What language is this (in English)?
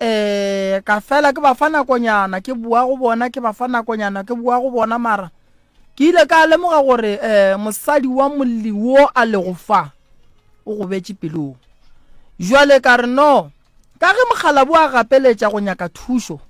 Northern Sotho